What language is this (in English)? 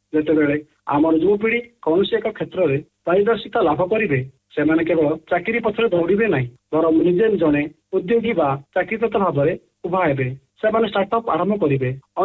Odia